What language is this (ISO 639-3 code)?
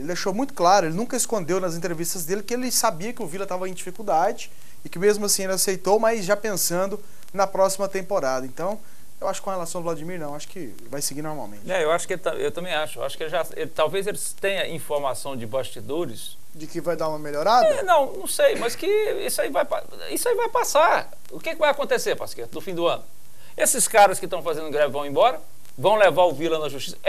por